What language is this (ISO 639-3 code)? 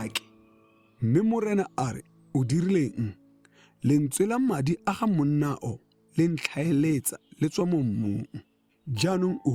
tsn